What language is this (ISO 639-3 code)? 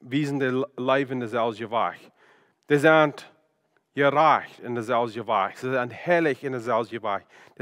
pdt